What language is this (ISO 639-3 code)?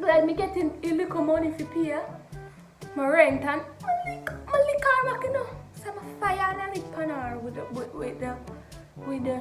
jam